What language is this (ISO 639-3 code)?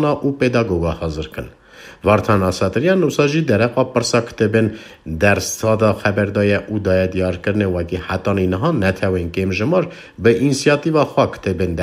kur